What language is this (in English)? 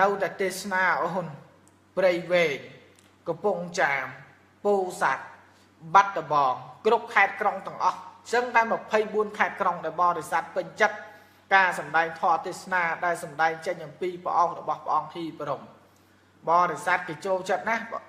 Khmer